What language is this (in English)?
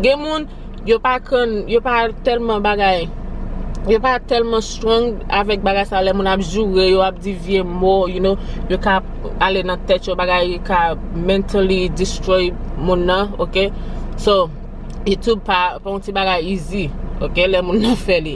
Haitian Creole